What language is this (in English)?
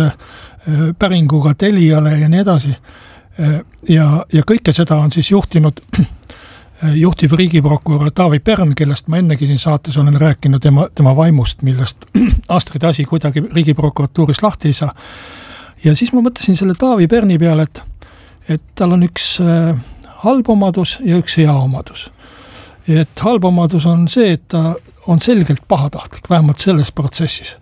Estonian